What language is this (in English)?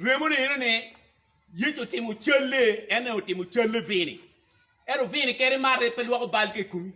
Acoli